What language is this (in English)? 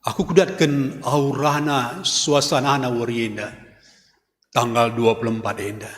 Batak Karo